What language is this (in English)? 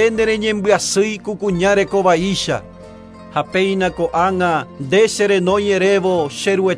Guarani